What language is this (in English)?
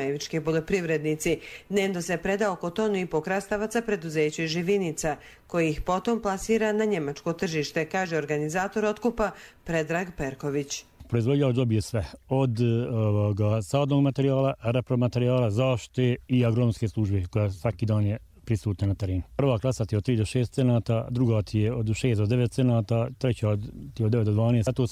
Bosnian